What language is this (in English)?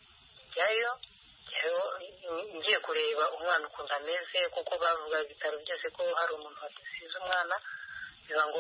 Kinyarwanda